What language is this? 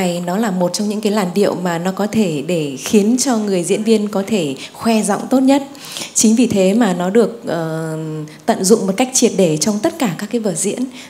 Vietnamese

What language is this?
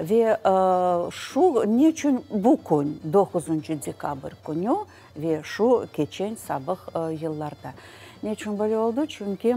Crimean Tatar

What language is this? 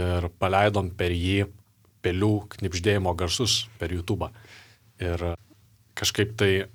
Lithuanian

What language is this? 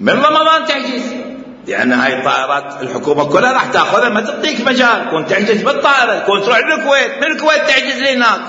Mesopotamian Arabic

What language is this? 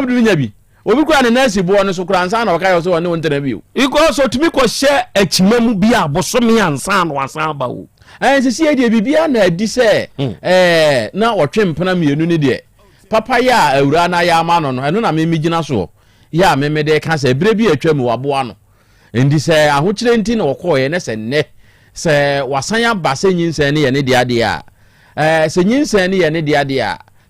Akan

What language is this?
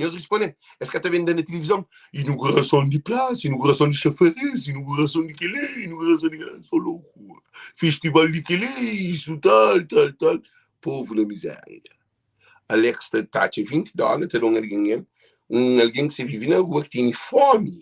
Kabuverdianu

